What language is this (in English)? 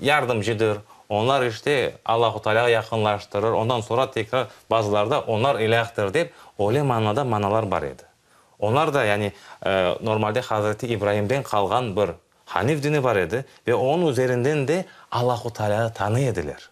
Crimean Tatar